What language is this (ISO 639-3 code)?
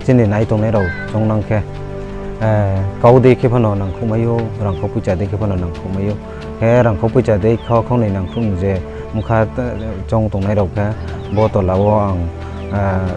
ria